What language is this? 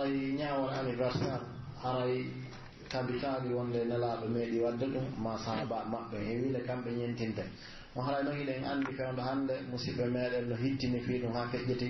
Pular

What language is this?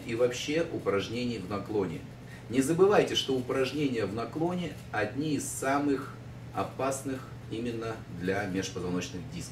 Russian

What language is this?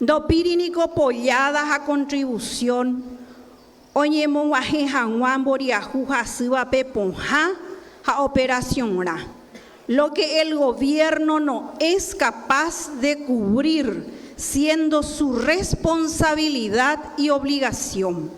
Guarani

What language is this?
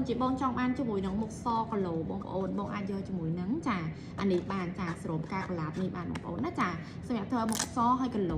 Khmer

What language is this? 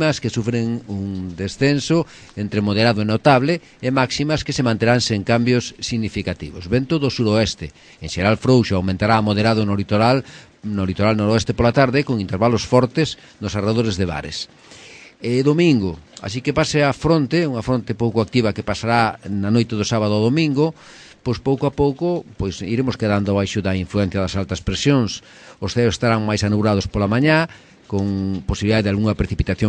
Galician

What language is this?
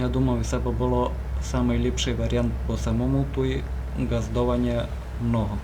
Rusyn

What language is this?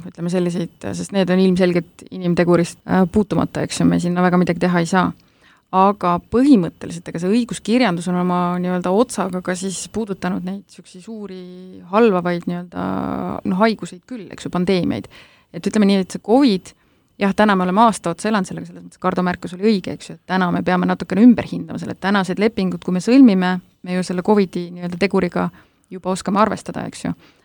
Estonian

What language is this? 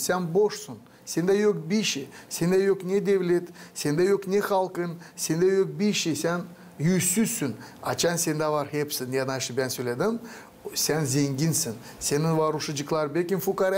Gagauz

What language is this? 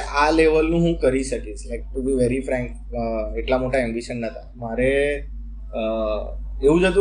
Gujarati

